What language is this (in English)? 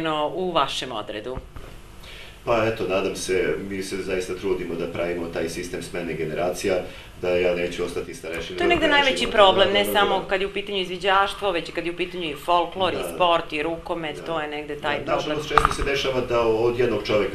Serbian